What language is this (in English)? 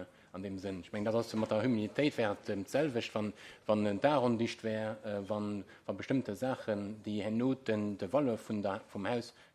Luxembourgish